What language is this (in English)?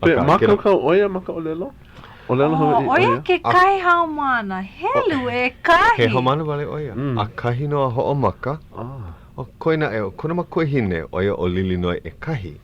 Hawaiian